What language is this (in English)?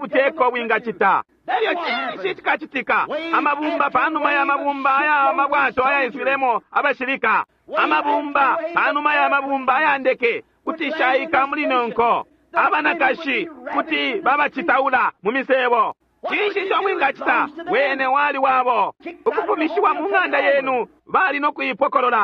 Bemba